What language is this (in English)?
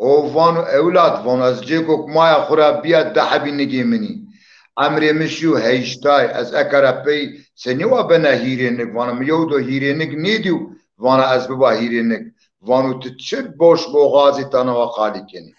Zaza